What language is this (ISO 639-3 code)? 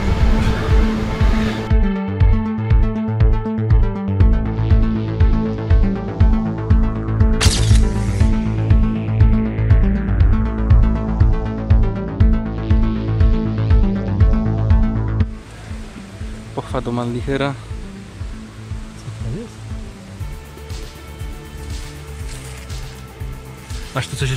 pol